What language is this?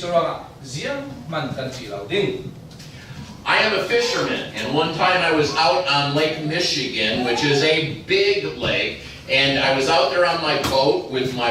Falam Chin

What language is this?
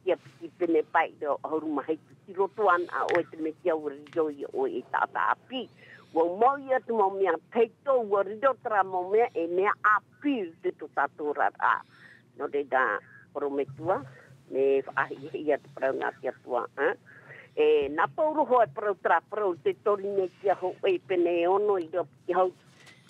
Tahitian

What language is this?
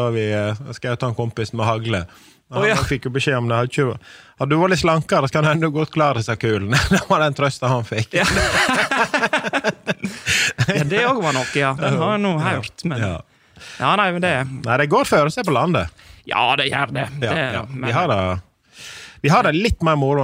Norwegian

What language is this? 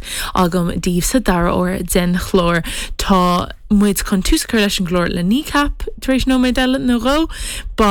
Irish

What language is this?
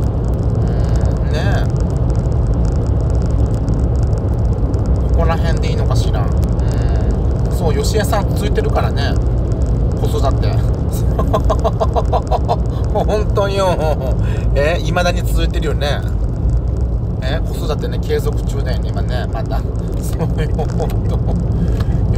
Japanese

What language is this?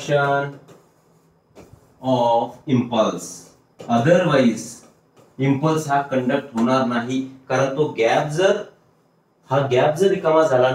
Marathi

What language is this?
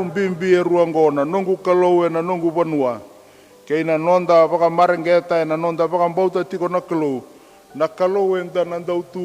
Fijian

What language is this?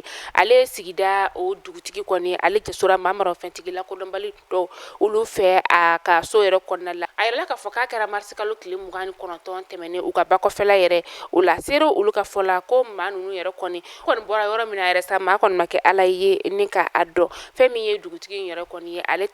Bambara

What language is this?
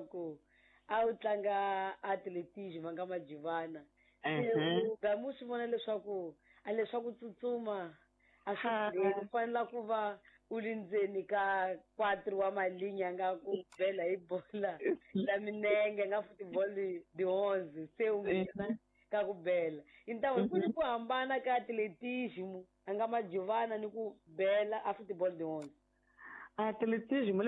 Tsonga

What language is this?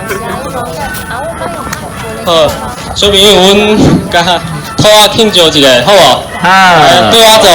Min Nan Chinese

